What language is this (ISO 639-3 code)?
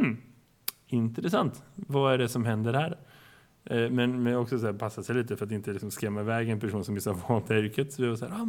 swe